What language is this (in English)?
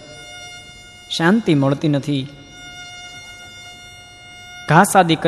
Gujarati